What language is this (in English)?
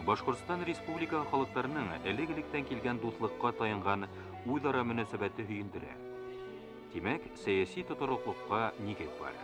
Bashkir